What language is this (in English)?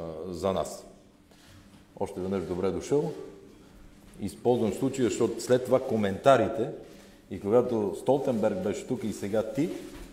Bulgarian